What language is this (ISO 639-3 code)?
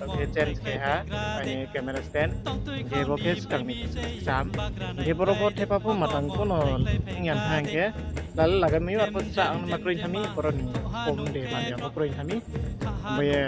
ria